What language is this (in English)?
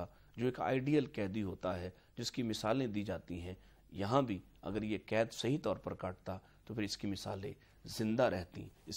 Urdu